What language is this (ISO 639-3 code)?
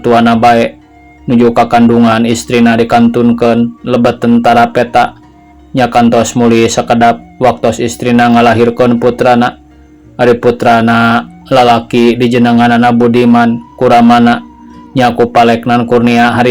sun